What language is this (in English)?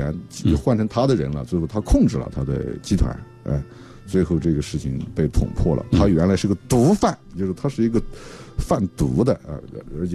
Chinese